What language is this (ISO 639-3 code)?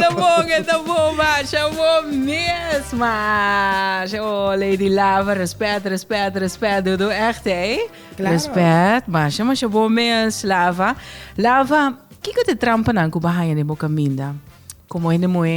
pap